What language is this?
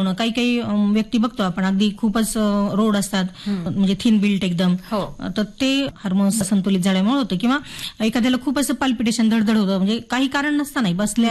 Marathi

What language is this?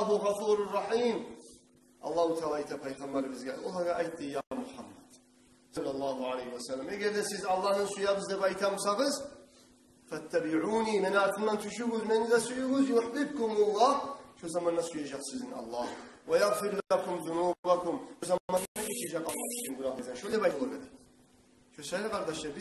Kumyk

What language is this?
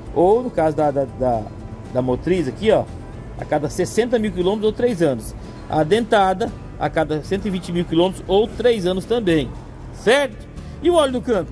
Portuguese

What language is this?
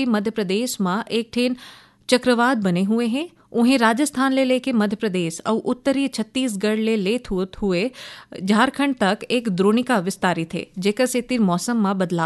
Chhattisgarhi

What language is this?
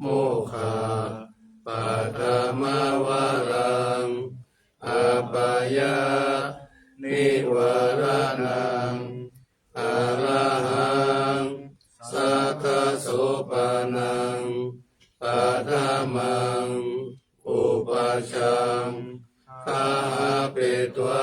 Pali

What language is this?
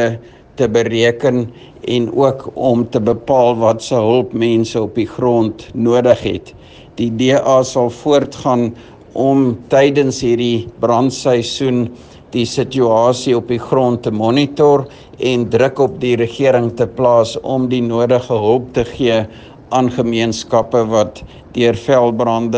Afrikaans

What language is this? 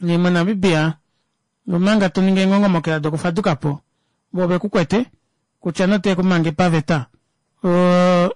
Kuanyama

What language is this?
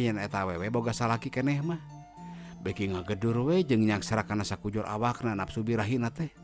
Sundanese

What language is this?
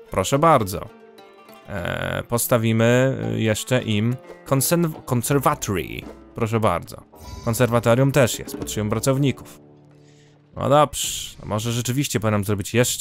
Polish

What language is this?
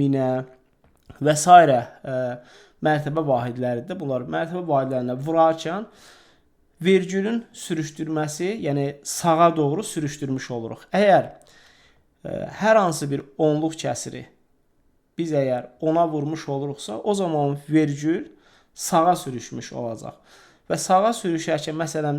Azerbaijani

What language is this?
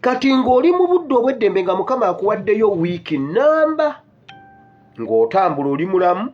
Ganda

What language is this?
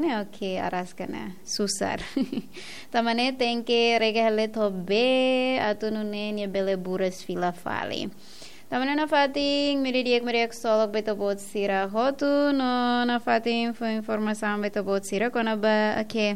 Tetum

